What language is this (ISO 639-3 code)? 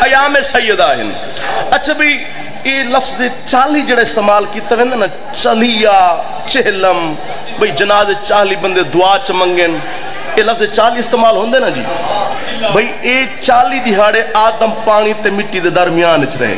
skr